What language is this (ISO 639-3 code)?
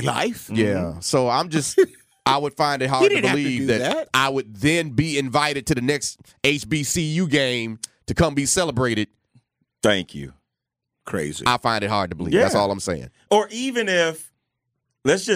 eng